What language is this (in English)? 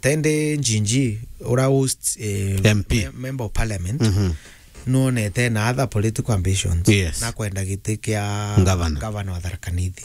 Meru